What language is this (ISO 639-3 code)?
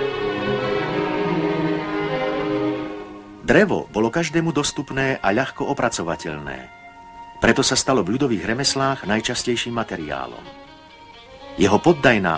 slk